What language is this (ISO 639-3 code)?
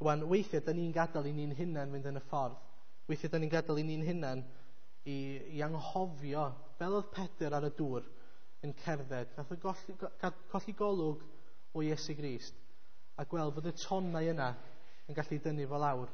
cym